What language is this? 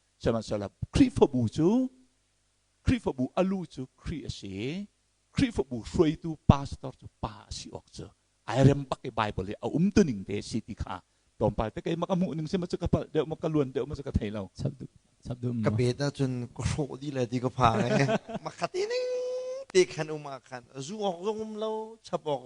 Hakha Chin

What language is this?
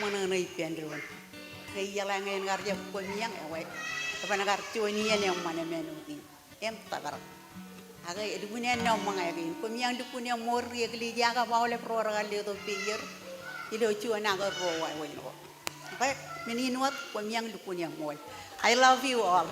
Marshallese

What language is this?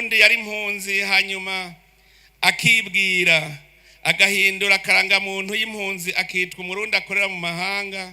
Rundi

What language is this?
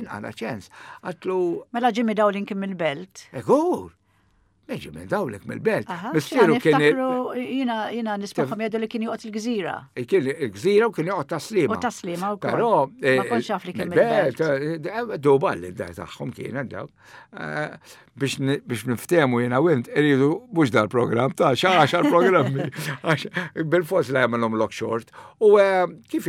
Maltese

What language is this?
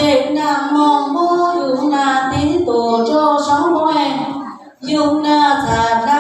Hmong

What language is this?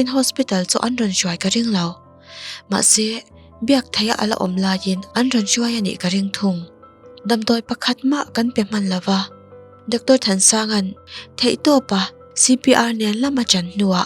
Mizo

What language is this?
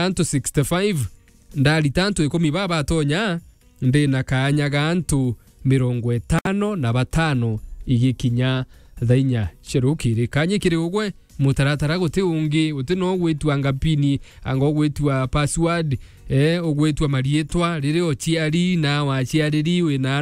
Meru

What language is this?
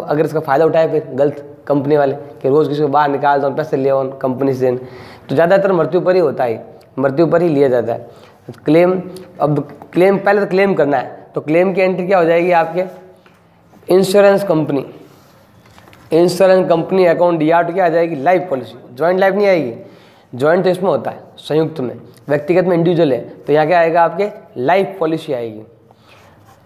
Hindi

